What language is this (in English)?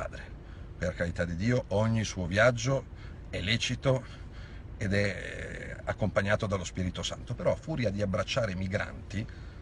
Italian